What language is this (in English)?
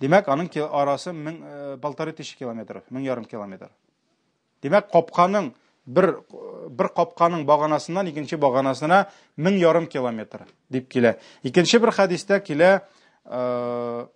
Tatar